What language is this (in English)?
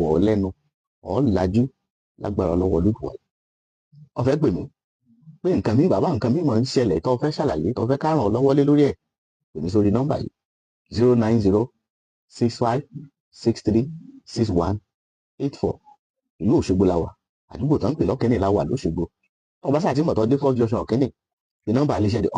Yoruba